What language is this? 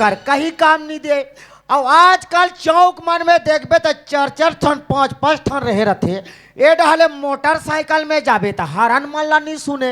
Chhattisgarhi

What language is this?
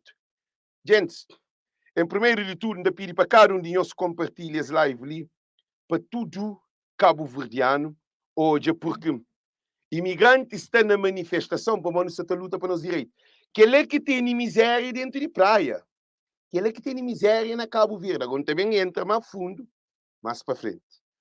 Kabuverdianu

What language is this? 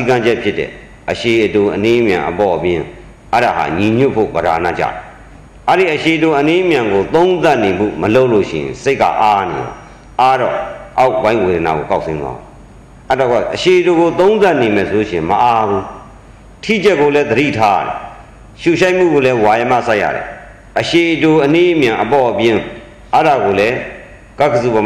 Burmese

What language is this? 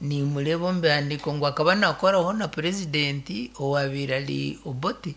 Nyankole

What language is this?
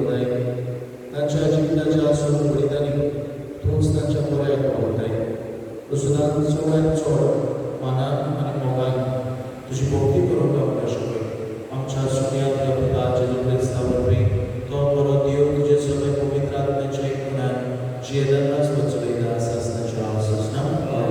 Konkani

